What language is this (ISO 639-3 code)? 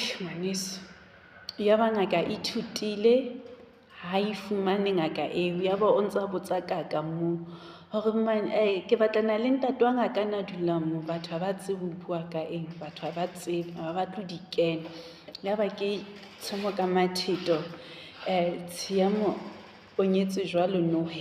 sot